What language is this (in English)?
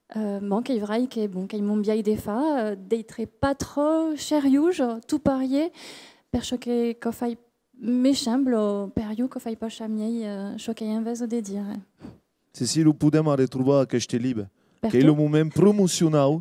Occitan